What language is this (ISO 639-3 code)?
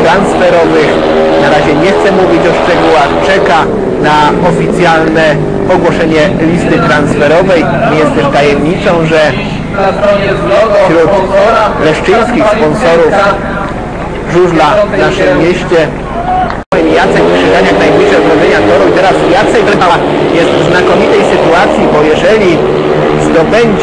pol